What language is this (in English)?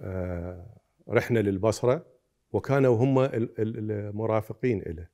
Mesopotamian Arabic